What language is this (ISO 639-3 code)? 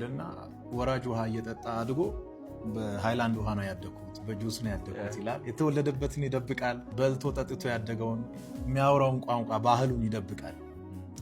amh